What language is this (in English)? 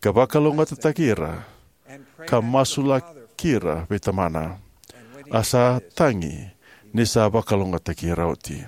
Fijian